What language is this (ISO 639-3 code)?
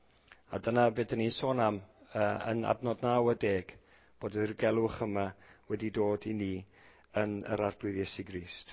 cym